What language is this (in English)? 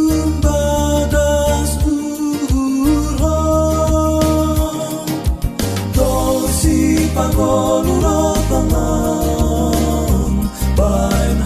Batak Simalungun